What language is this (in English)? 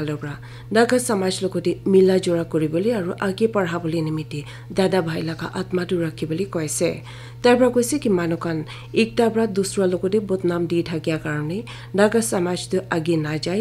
Naga Pidgin